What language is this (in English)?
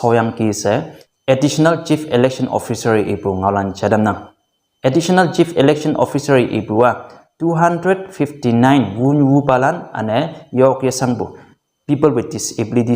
Konyak Naga